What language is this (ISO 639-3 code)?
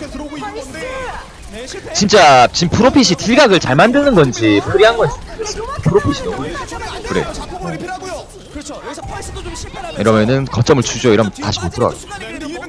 kor